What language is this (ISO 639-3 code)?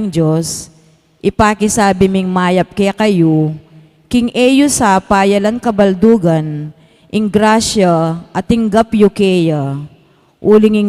pam